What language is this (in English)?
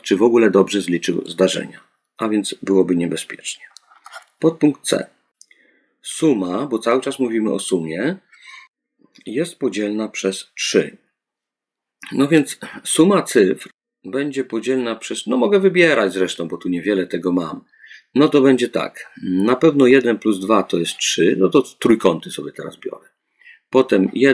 Polish